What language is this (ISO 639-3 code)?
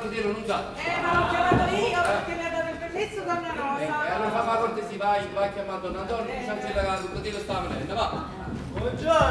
nap